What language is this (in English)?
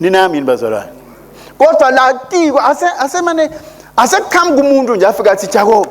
Swati